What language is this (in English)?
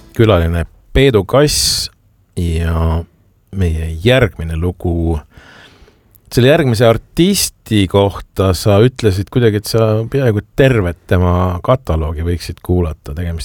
Estonian